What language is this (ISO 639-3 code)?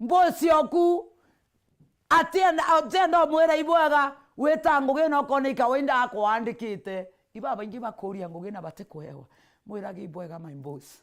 mer